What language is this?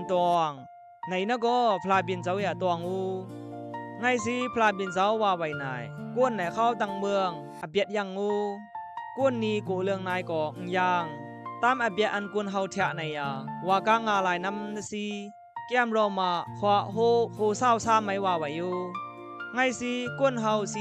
Khamti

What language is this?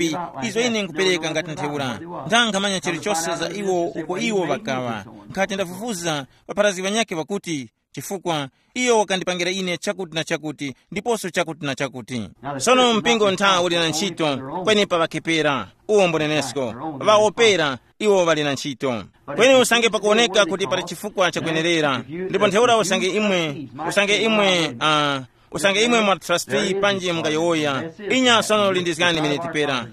Tumbuka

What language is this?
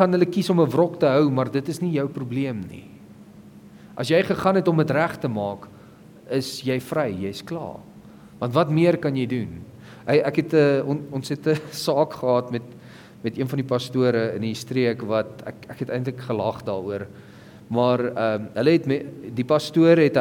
Afrikaans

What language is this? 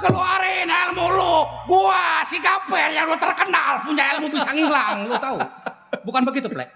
Betawi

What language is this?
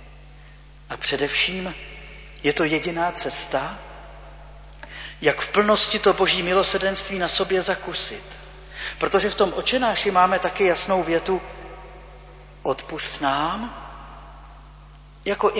Czech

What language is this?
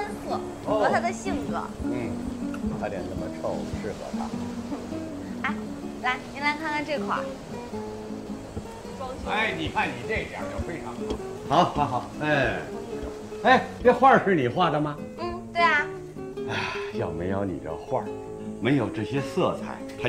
Chinese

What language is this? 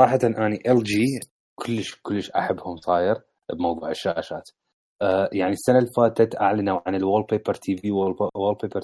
Mesopotamian Arabic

